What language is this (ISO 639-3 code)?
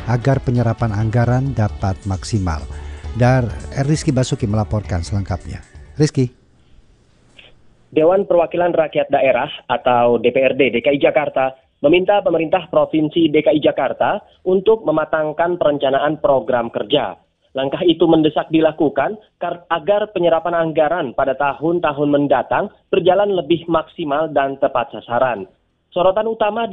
ind